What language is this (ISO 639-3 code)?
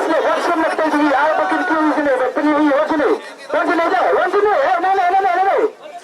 kha